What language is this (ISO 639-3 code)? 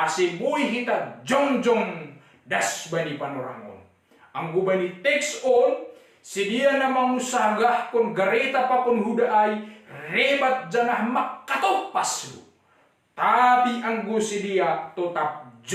bts